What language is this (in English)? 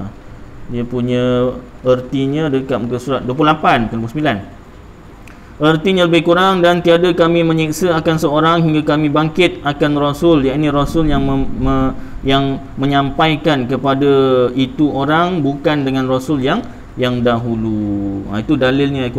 Malay